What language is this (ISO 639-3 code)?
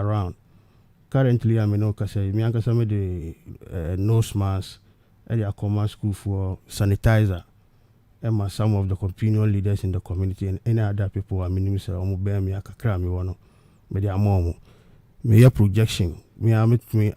aka